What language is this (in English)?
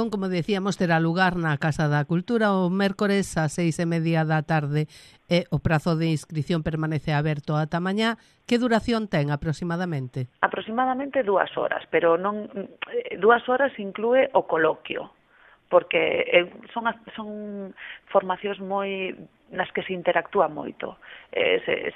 Galician